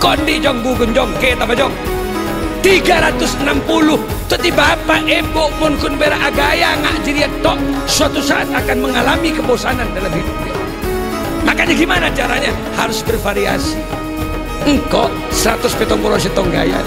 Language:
Madurese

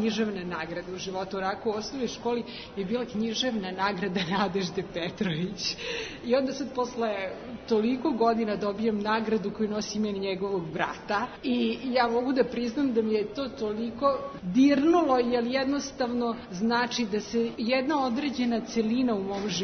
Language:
Serbian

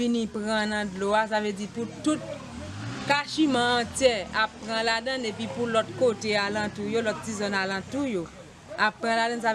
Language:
Haitian Creole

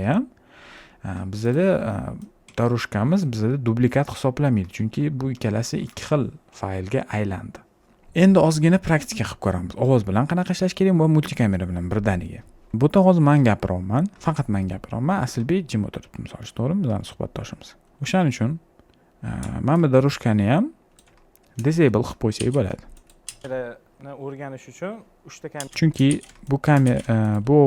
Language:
Uzbek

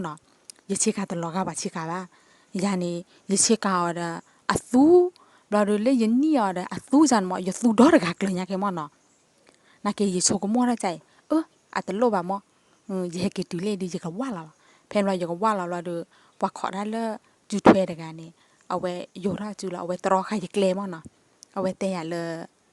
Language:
S'gaw Karen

